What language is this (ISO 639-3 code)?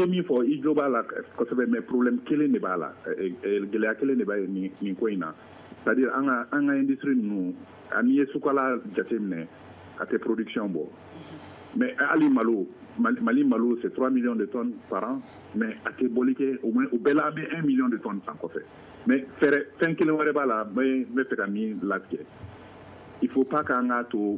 bam